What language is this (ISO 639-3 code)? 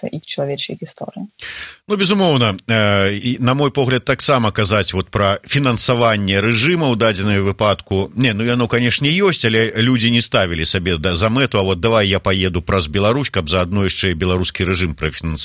bel